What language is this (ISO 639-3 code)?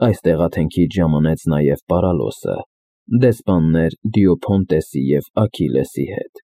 hye